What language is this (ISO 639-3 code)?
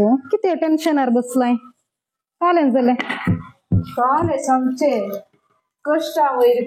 kok